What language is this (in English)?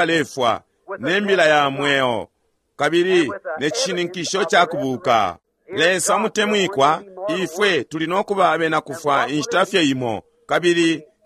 Bemba